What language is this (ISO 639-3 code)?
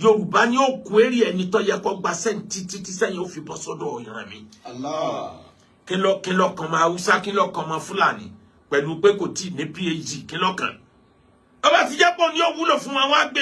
yor